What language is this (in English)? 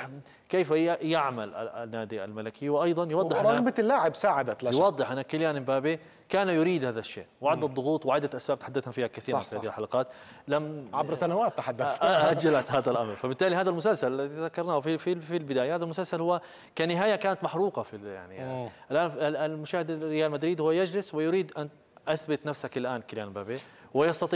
Arabic